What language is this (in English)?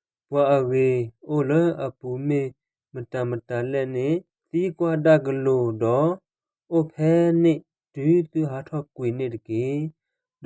S'gaw Karen